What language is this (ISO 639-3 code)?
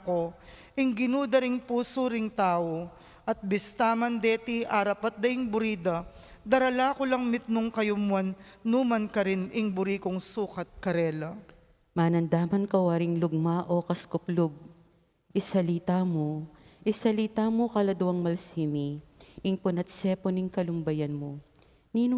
pam